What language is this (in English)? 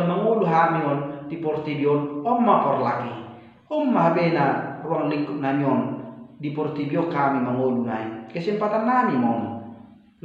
Batak Toba